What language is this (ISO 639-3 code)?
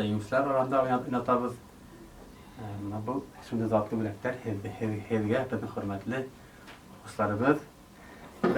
bak